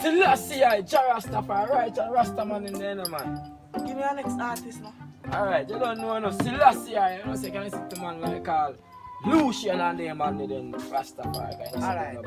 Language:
Jamaican Creole English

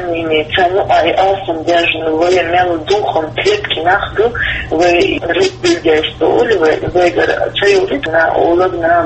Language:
Chechen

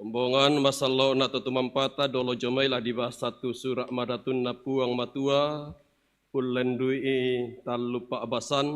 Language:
Toraja-Sa'dan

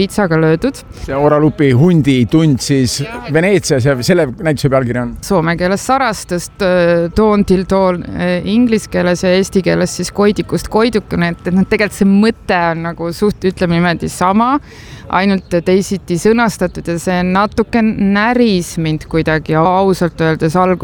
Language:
Estonian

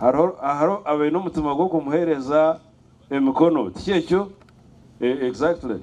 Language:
Nyankole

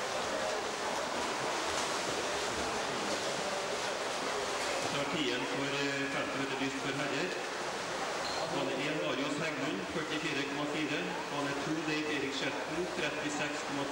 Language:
Norwegian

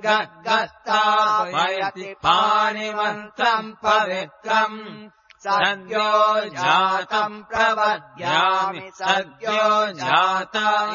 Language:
Sanskrit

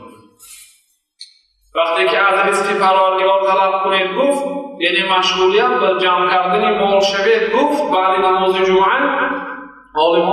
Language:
Persian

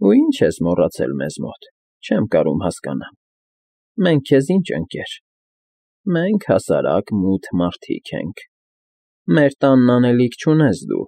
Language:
Armenian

